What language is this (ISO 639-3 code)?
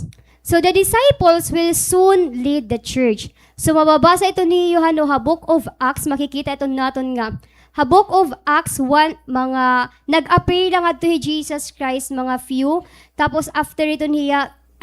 war